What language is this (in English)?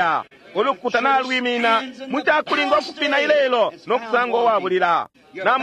Bemba